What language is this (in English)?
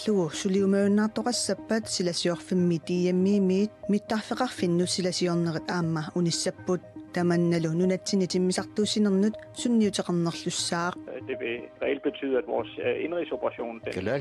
Kalaallisut